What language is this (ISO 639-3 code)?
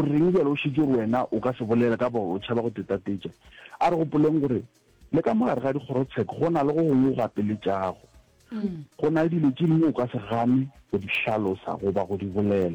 nso